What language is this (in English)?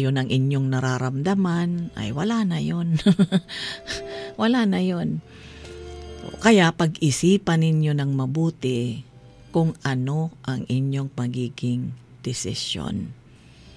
Filipino